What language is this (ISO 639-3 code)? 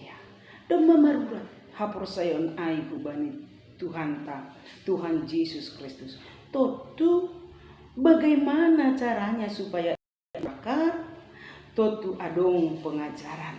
bts